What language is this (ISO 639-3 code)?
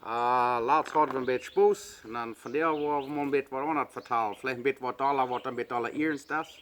pdt